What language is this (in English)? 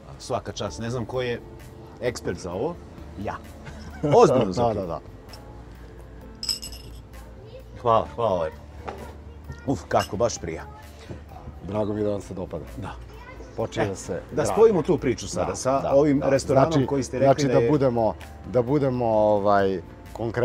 Serbian